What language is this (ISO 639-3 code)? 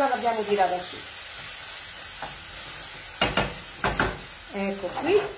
ita